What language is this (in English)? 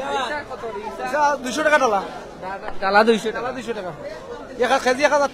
Sylheti